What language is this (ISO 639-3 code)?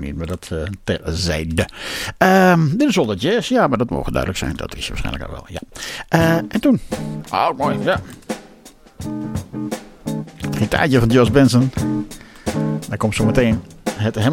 nld